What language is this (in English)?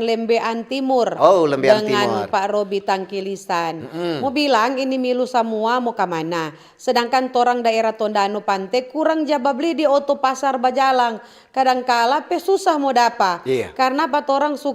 Manado Malay